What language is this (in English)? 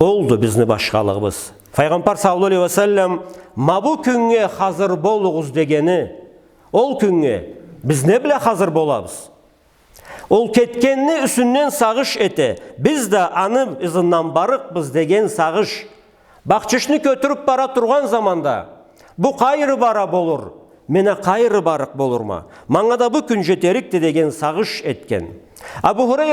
Karachay-Balkar